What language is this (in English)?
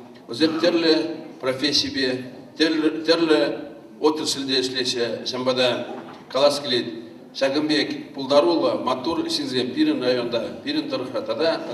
Chuvash